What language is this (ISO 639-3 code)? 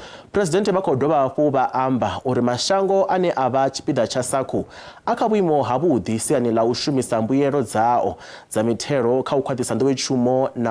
ven